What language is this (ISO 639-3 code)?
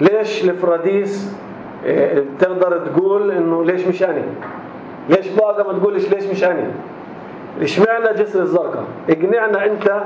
apc